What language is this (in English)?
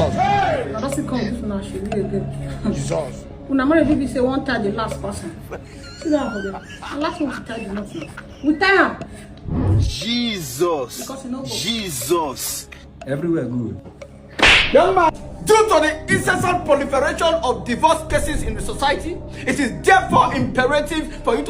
Nigerian Pidgin